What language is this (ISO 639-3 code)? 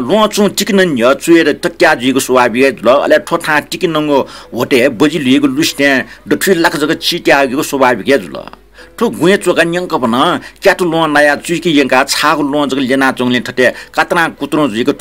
new